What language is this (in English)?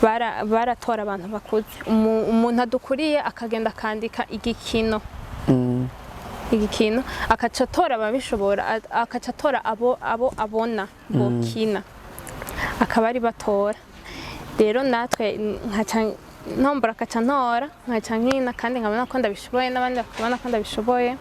Rundi